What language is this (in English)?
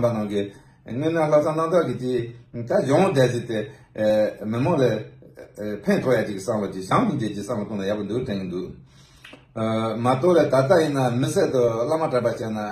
Tibetan